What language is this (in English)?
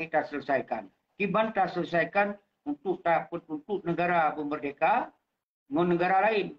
Achinese